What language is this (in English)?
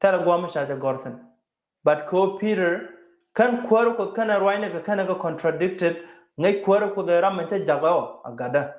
Nuer